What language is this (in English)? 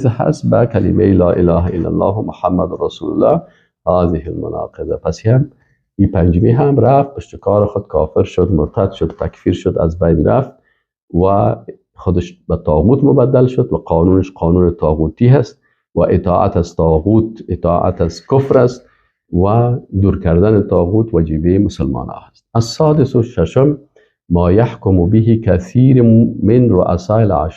Persian